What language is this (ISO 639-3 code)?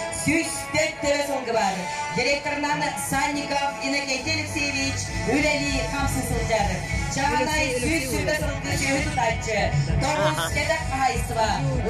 sah